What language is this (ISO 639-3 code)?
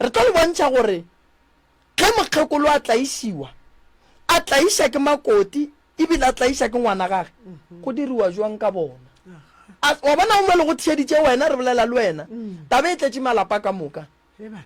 nso